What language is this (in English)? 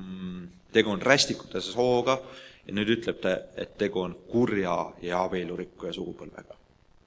Estonian